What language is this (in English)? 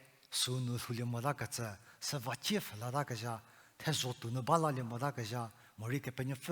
Angami Naga